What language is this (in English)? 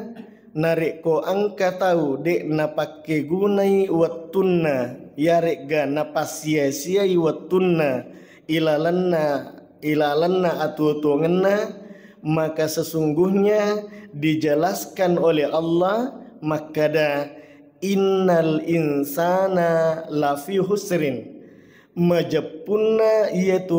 Buginese